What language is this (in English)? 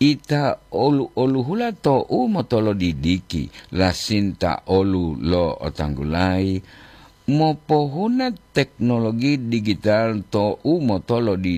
Gorontalo